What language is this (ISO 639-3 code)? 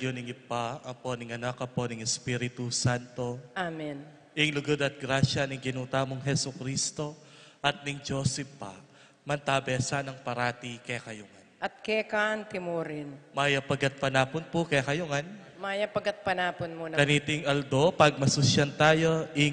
pam